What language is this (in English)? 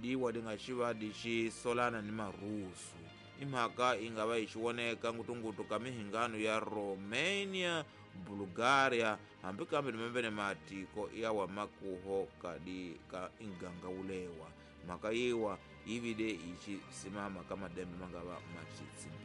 Tsonga